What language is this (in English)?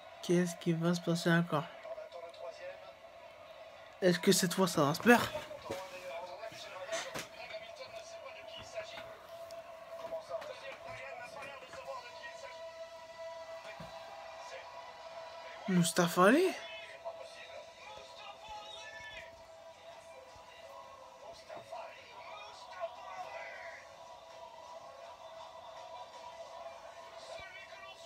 French